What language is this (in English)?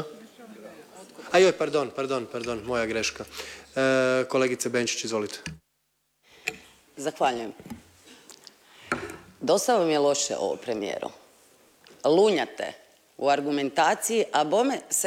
Croatian